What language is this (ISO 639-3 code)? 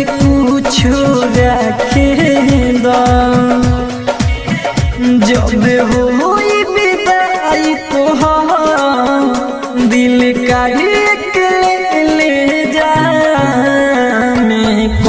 bho